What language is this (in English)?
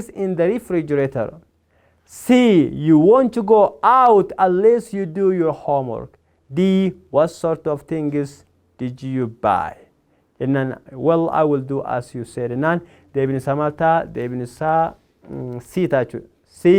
Oromo